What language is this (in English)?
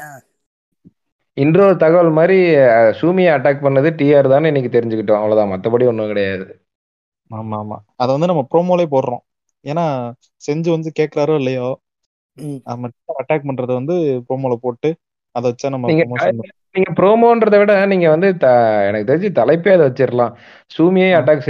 Tamil